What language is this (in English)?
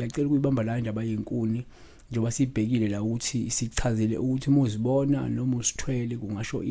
Zulu